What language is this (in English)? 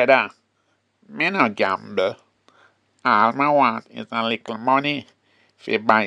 Jamaican Creole English